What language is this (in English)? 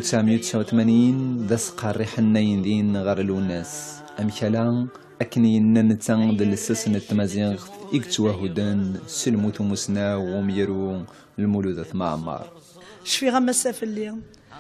Kabyle